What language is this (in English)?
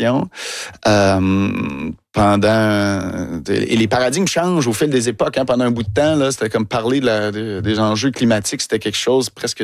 French